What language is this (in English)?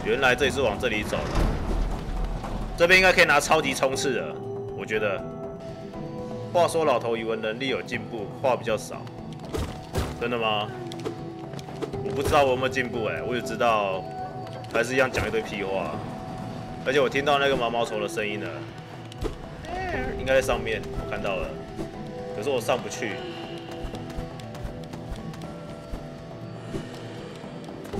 Chinese